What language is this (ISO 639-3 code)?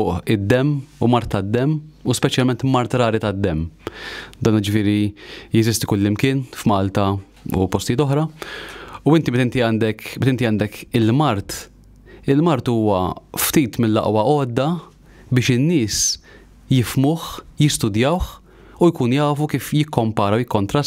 mlt